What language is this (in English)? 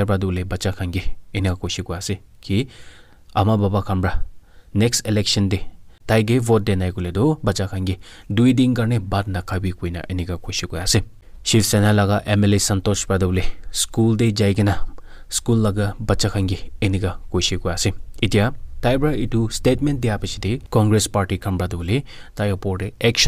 Naga Pidgin